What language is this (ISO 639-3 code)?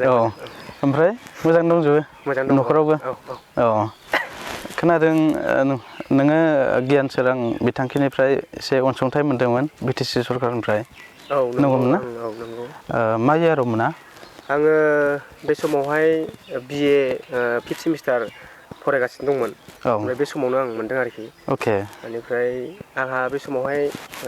brx